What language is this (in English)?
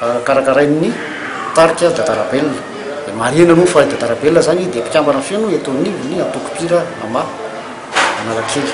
Malagasy